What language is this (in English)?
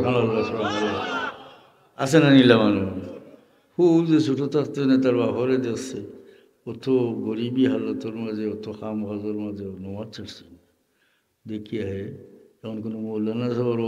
Sylheti